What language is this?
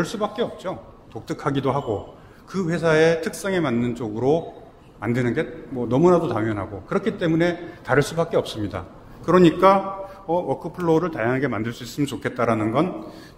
Korean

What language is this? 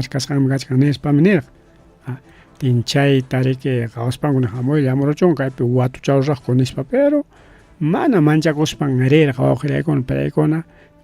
Ayacucho Quechua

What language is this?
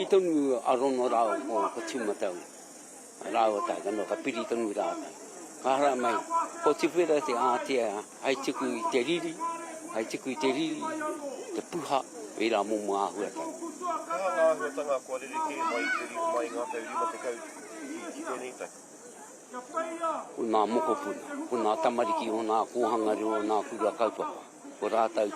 Māori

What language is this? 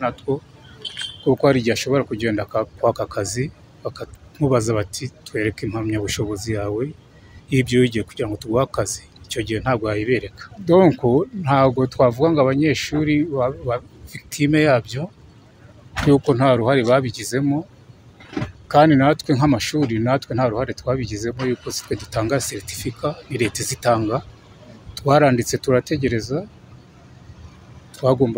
Kinyarwanda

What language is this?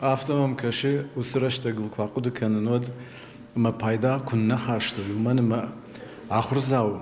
Ossetic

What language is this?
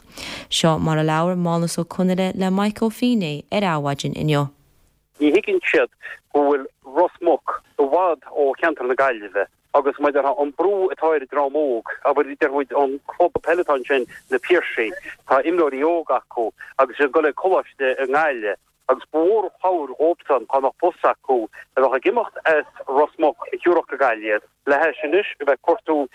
Irish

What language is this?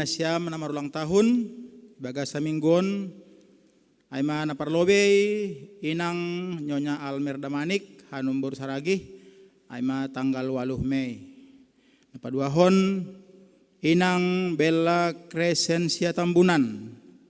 Batak Simalungun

